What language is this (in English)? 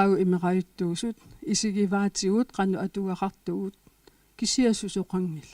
Kalaallisut